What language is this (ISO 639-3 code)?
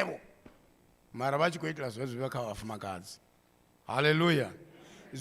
ven